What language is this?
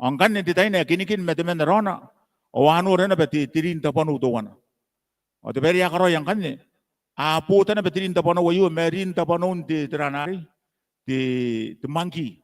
Gilbertese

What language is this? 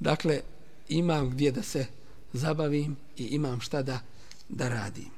Bosnian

